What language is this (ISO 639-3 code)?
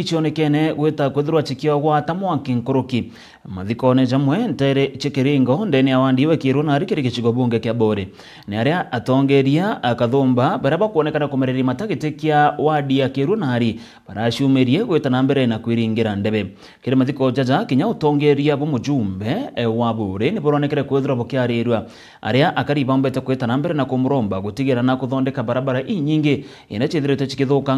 mer